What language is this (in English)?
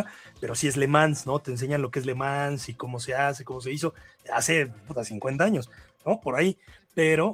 Spanish